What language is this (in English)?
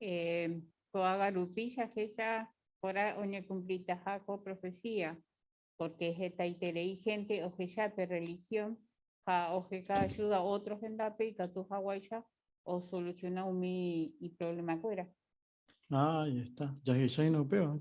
Guarani